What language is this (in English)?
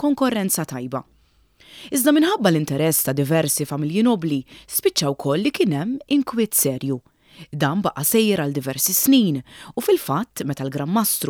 Maltese